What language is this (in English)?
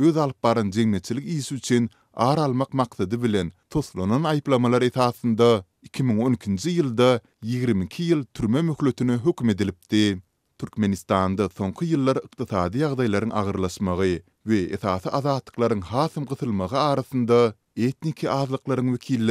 Turkmen